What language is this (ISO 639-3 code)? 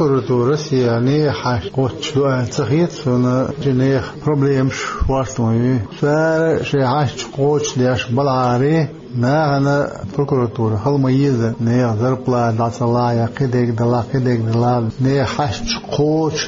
che